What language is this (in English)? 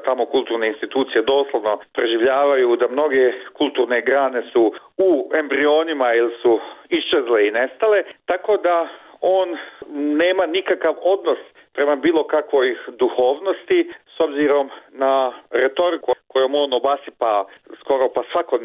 Bosnian